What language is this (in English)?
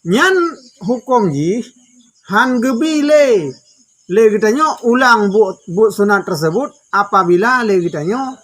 Achinese